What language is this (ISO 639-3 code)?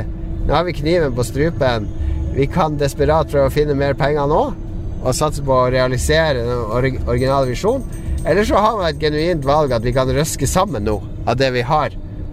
nor